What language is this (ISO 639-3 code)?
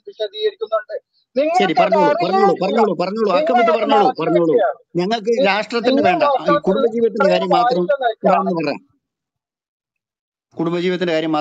mal